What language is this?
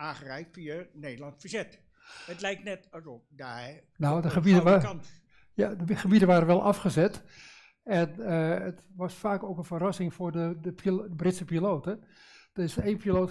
Dutch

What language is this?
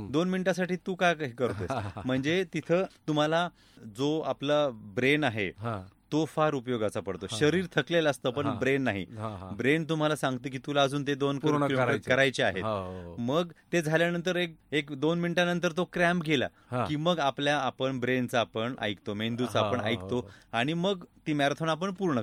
Marathi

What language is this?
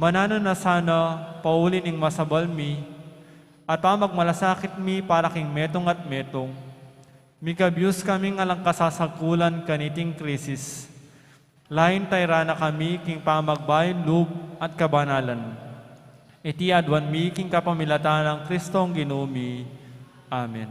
Pampanga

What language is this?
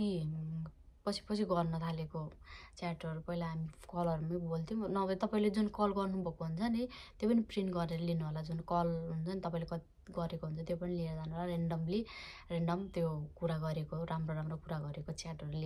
Nepali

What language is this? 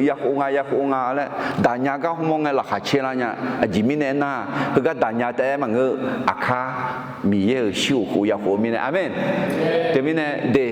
Akha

